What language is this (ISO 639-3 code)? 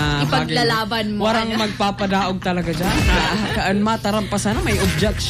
bik